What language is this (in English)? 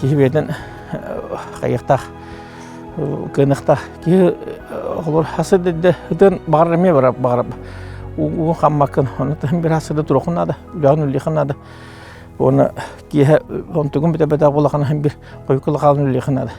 Yakut